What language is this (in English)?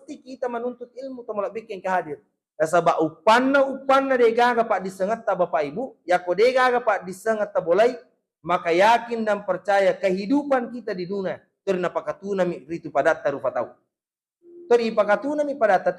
Buginese